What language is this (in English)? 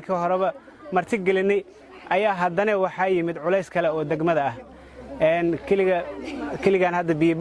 Somali